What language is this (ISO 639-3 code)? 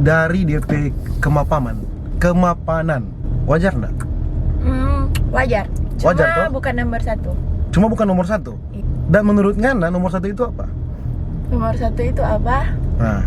xmm